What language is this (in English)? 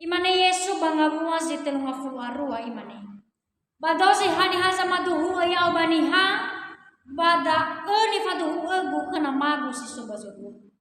Nias